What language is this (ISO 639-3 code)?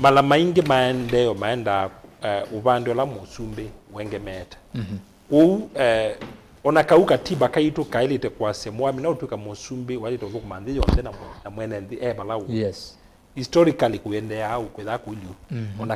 kam